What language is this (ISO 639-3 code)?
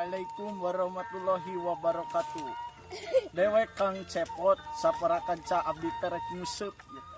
sun